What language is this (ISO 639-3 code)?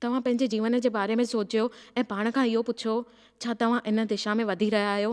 snd